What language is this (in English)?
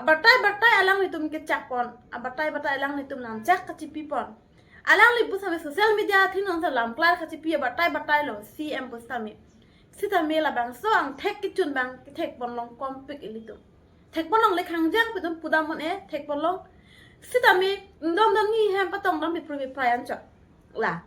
Karbi